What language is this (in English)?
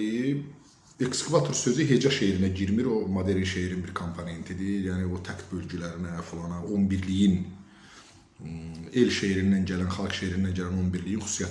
Azerbaijani